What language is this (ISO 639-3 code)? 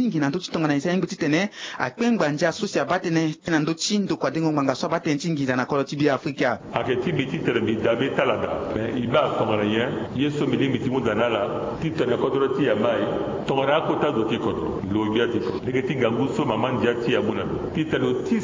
sag